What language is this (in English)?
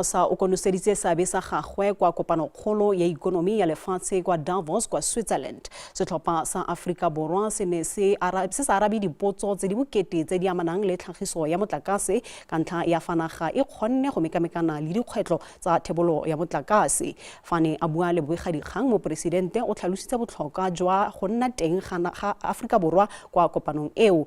Tswana